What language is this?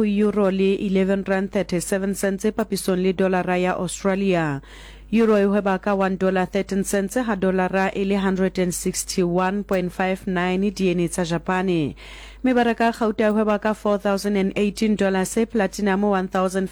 Southern Sotho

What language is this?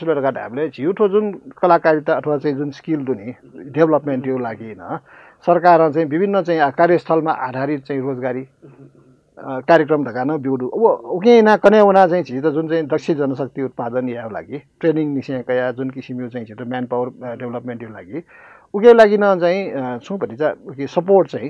Newari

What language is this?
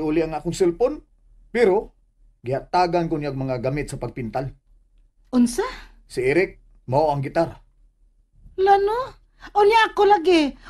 Cebuano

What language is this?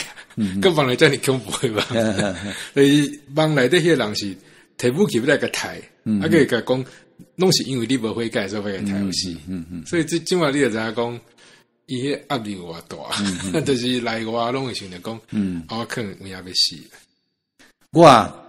Min Nan Chinese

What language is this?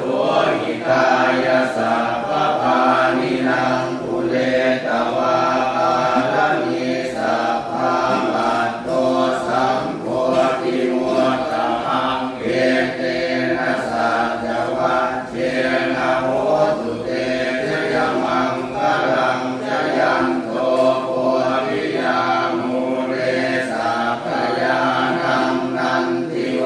Pali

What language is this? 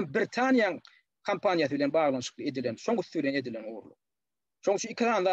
Turkmen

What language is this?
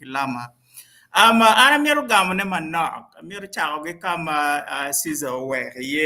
Acoli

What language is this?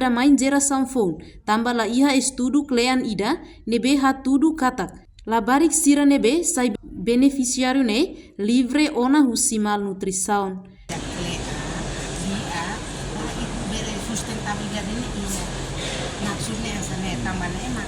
Tetum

